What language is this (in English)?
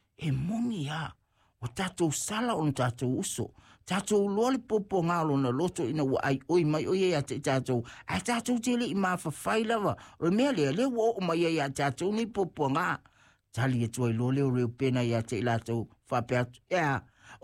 Samoan